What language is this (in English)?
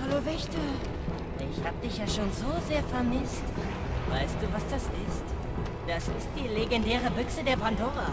Bavarian